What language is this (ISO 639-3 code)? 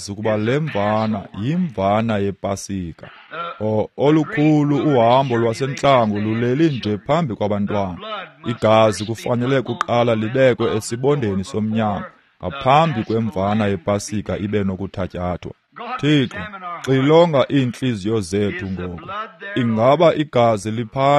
xho